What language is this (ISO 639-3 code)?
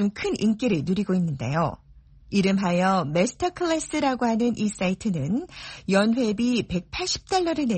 kor